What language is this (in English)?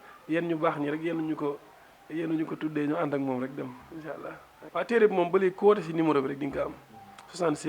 Wolof